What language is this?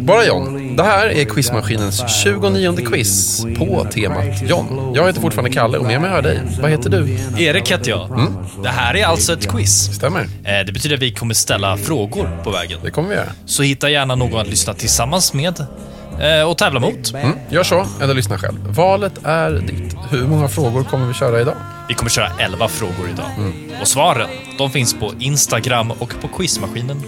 Swedish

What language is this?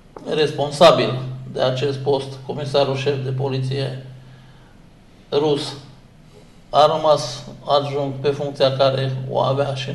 Romanian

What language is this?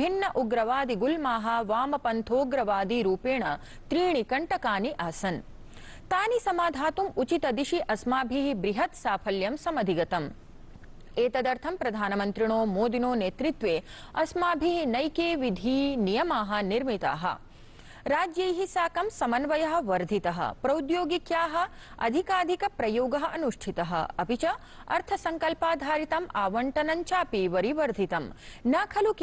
Sanskrit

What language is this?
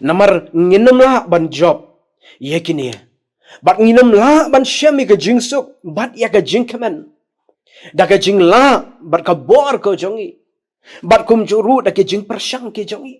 Khasi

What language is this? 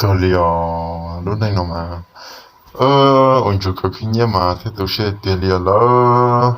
Hmong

